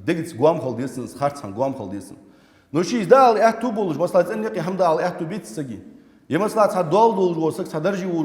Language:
Ingush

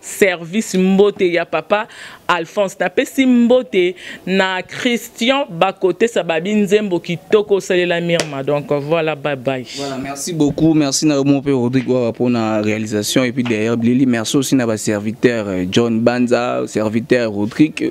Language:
Lingala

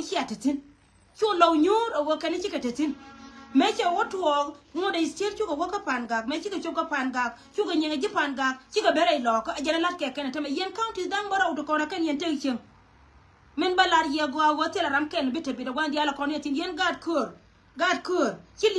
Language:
Nuer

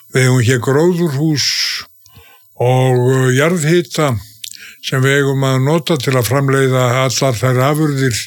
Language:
Icelandic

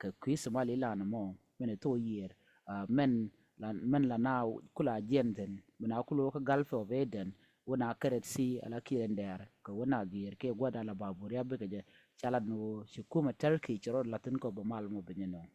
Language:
Nuer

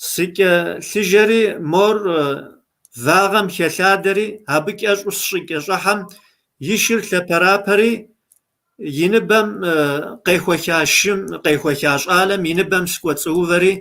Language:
Kabardian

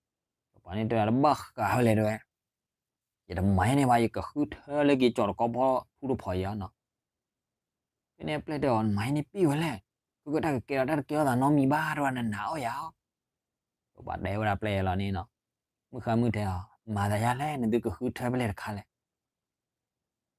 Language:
S'gaw Karen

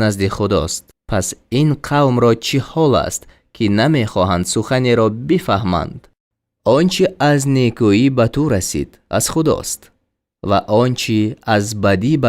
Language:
Tajik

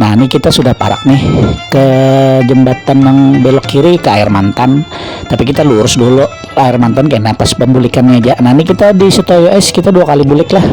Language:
Banjar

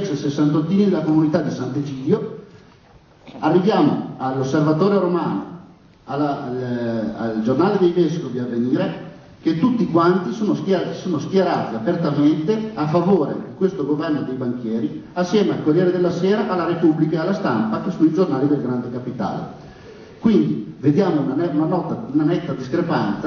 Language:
Italian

